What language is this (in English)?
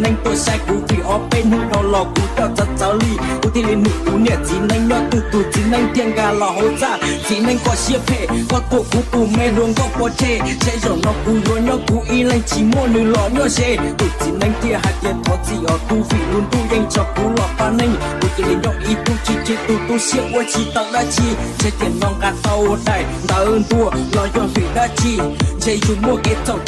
Hmong